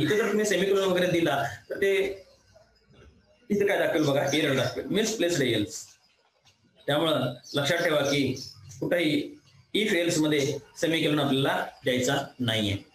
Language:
Marathi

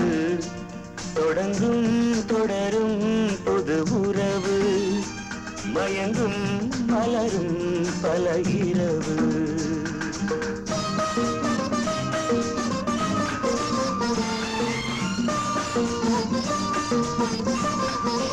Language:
Tamil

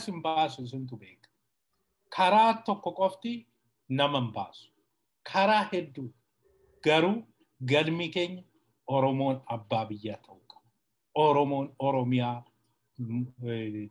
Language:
Oromo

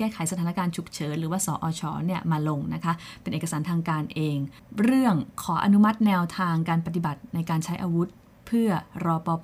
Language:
Thai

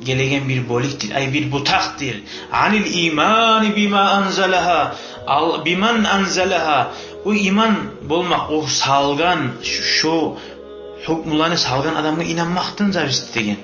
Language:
Kumyk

